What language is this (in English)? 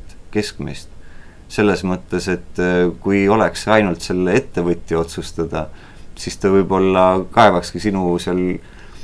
Estonian